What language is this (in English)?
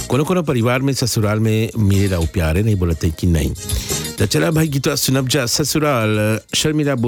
Bhojpuri